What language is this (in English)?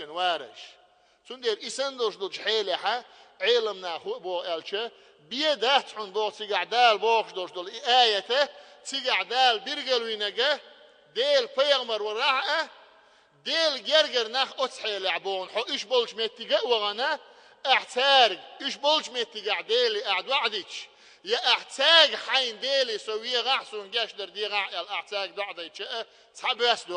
Chechen